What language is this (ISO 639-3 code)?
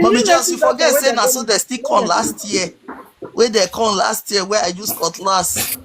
pcm